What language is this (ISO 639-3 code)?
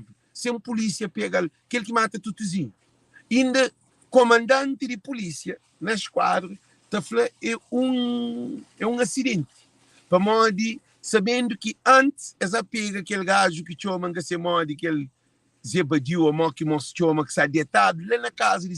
kea